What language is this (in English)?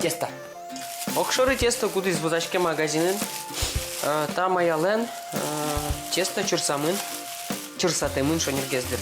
Udmurt